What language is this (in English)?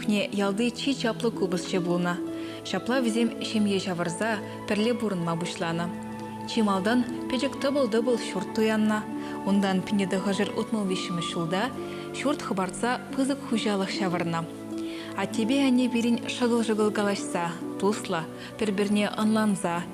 Chuvash